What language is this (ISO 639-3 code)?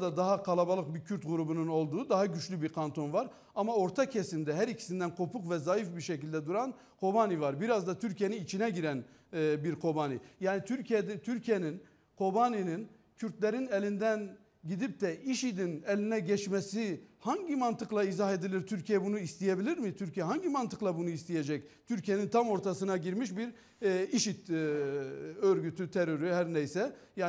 tur